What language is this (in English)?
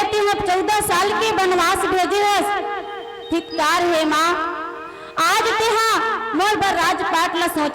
Chhattisgarhi